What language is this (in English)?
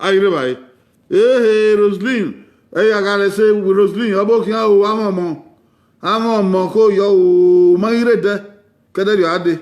Bini